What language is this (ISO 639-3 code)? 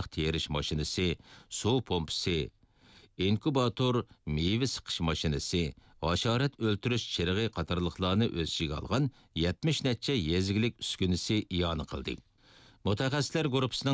uig